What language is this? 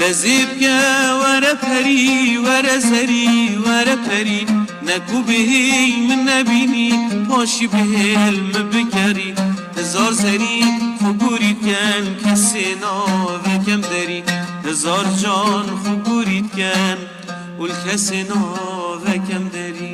Kurdish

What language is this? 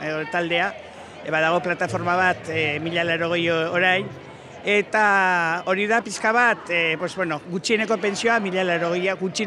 Basque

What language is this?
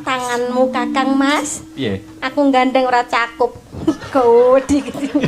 Javanese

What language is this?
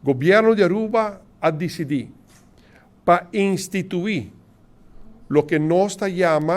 Papiamento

